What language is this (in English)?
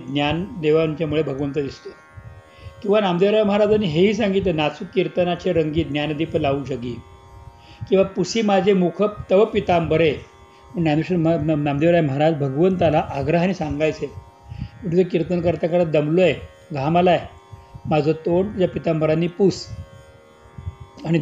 Marathi